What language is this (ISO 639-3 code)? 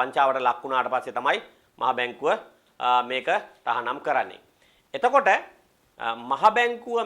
sin